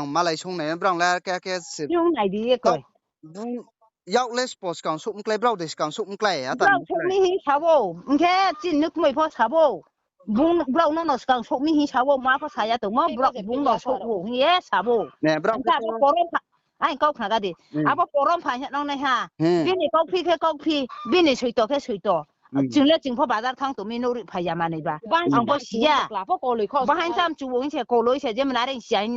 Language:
Riang (India)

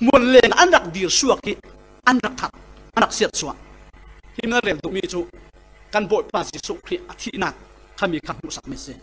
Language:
Falam Chin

